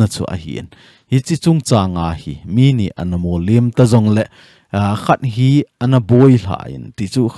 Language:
Thado Chin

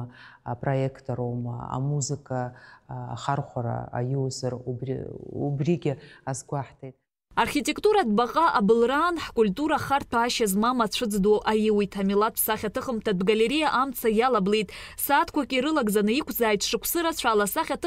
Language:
Abkhazian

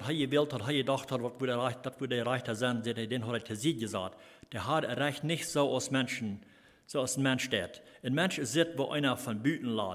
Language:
Plautdietsch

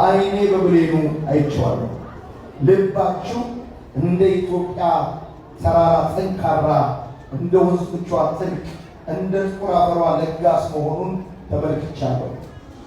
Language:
Amharic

